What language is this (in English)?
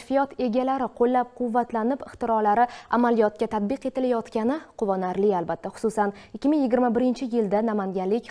Uzbek